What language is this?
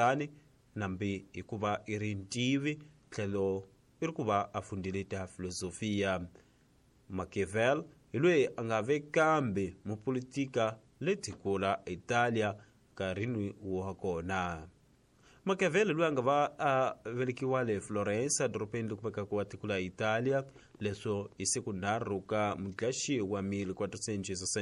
Tsonga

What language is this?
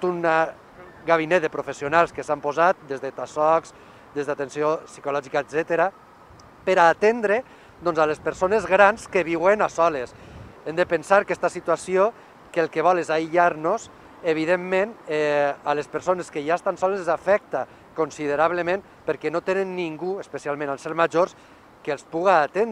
Catalan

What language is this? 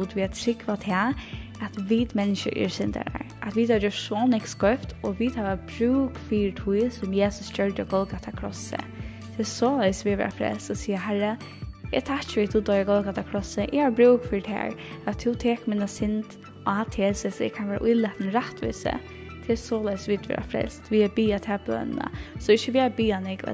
Faroese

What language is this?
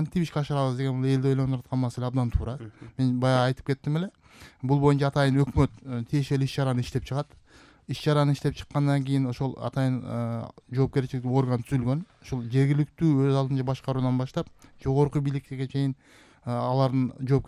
Kyrgyz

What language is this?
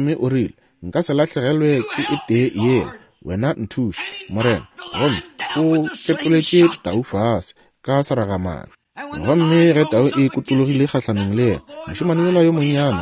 Northern Sotho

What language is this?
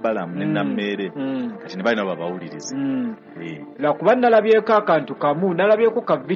Ganda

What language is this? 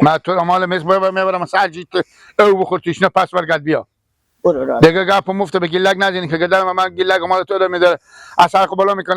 Persian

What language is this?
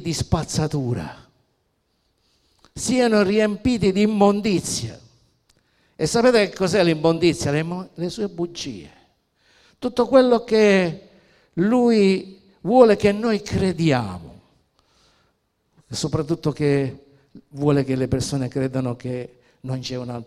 Italian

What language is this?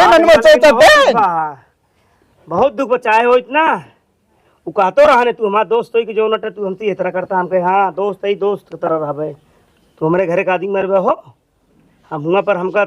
Awadhi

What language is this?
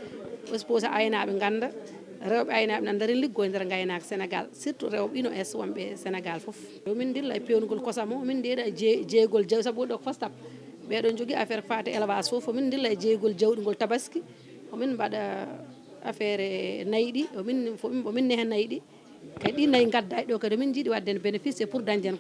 Fula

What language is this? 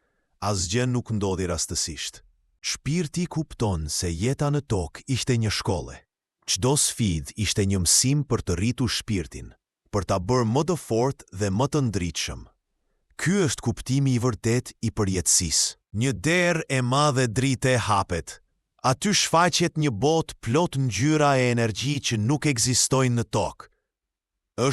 Albanian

